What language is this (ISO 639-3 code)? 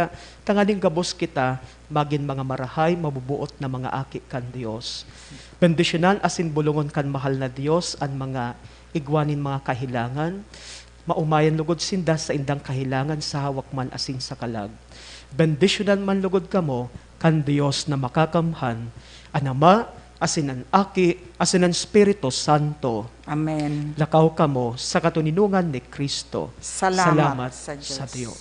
bik